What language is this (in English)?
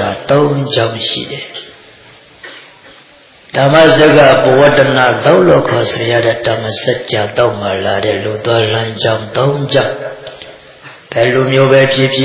Burmese